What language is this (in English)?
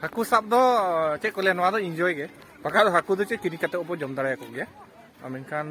Santali